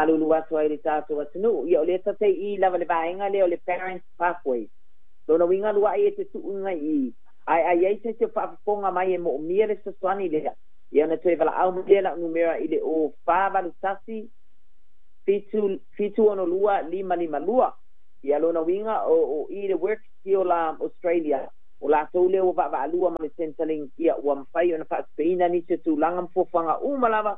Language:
Samoan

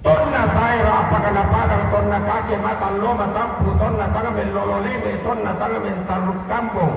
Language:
Toraja-Sa'dan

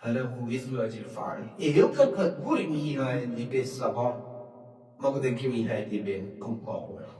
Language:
Divehi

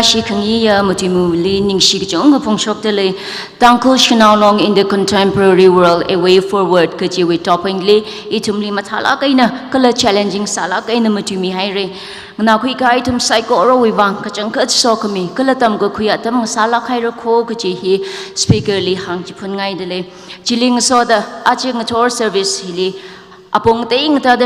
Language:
Tangkhul Naga (India)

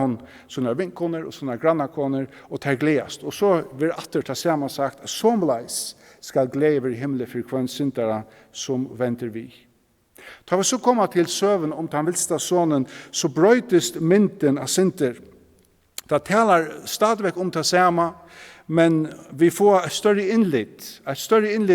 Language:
Faroese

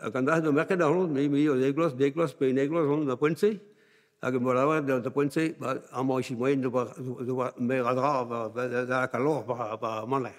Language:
Breton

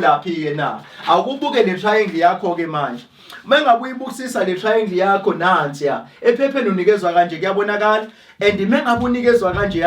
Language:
Zulu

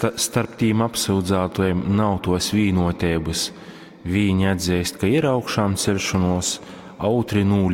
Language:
Latgalian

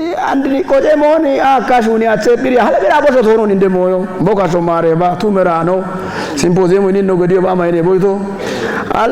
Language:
Kafa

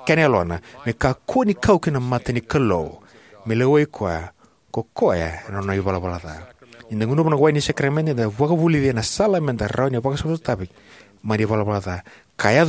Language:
Fijian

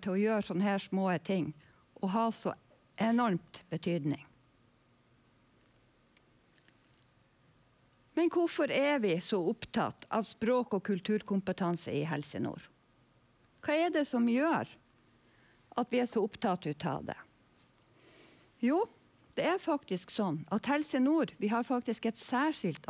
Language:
Norwegian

